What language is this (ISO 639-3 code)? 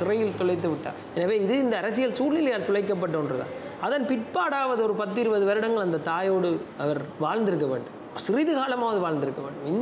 tam